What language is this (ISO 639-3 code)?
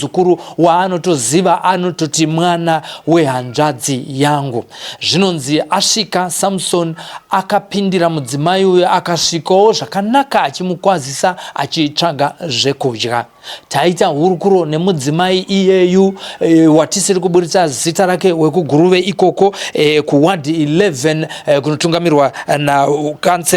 sna